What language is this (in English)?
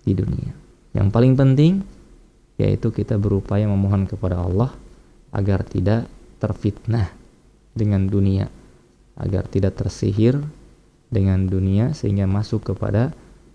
Indonesian